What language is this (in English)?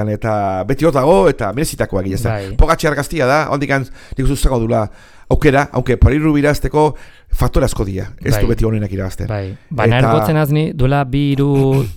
Basque